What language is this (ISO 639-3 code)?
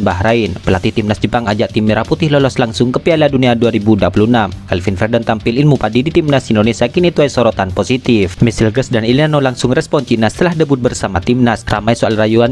ind